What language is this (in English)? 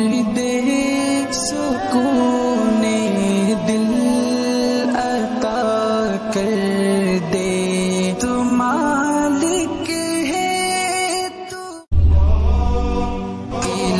Urdu